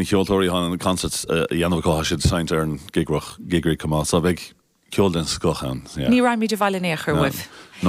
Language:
Irish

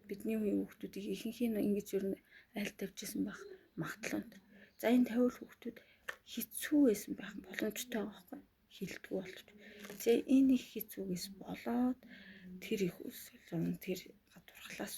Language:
Mongolian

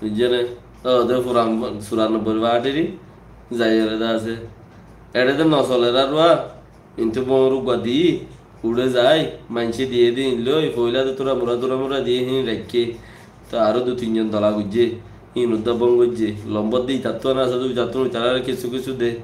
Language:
Rohingya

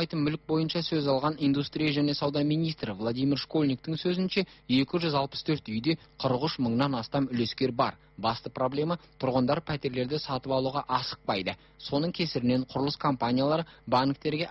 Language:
Kazakh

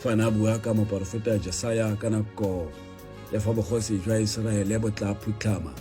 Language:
Tswana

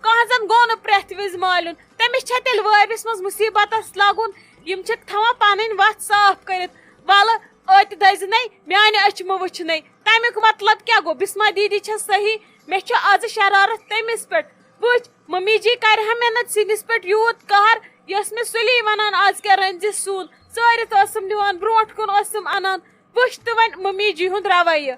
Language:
Kashmiri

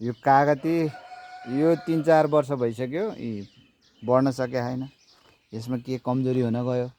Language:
Nepali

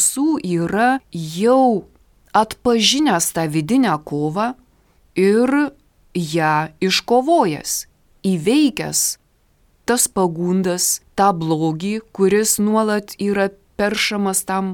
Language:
Lithuanian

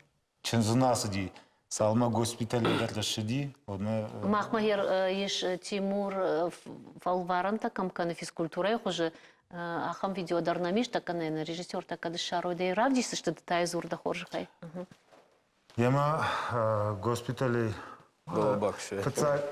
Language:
Ossetic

